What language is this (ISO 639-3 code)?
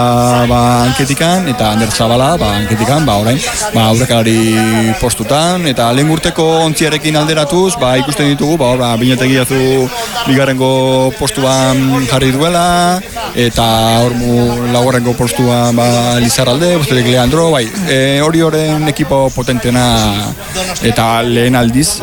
eus